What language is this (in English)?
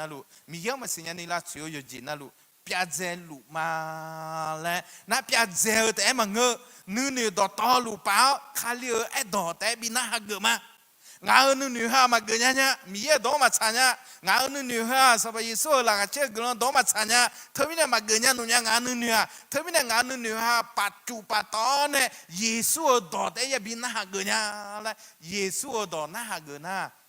Akha